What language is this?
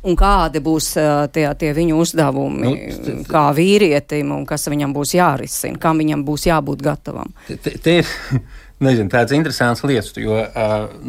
Latvian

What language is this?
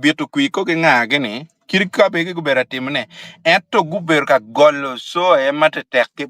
Acoli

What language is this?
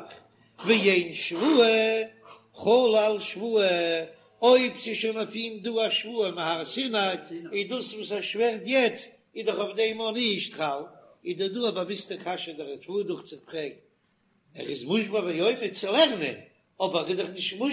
Yiddish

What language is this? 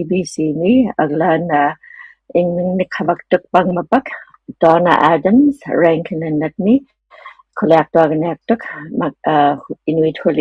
Inuktitut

